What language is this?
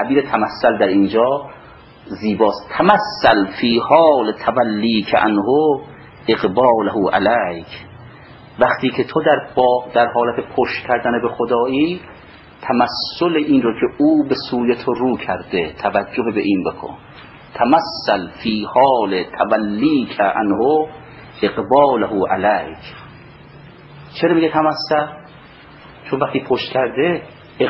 Persian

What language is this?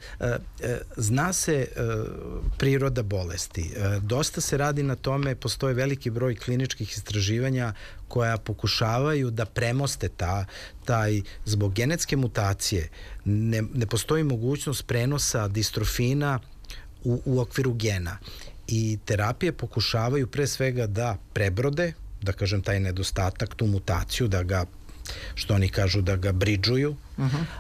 Serbian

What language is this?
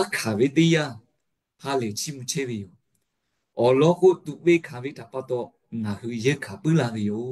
Lahu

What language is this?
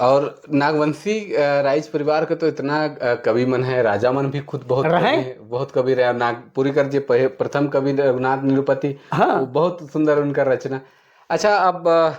Sadri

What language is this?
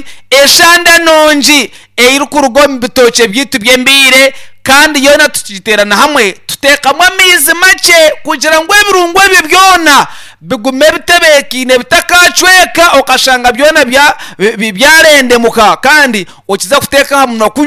Nyankole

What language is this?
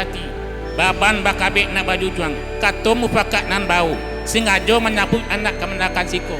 Minangkabau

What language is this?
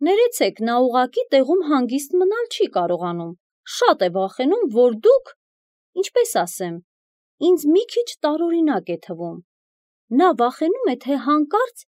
Armenian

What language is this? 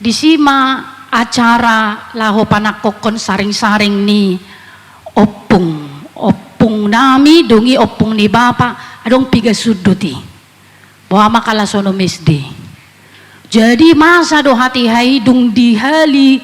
Batak Toba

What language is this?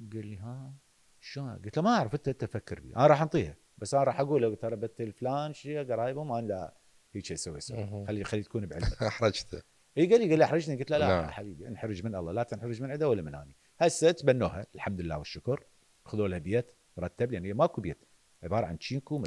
Mesopotamian Arabic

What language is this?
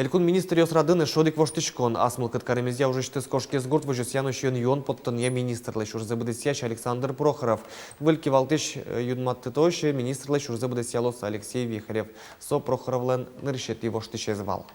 Udmurt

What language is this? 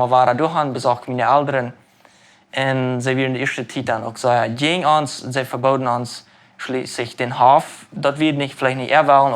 Plautdietsch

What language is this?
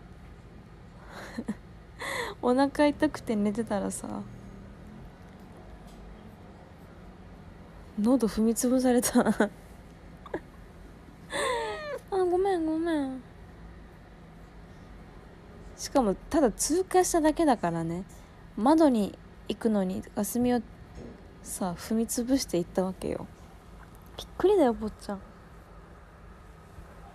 Japanese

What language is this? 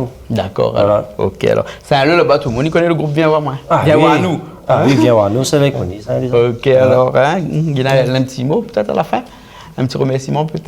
Réunion Creole French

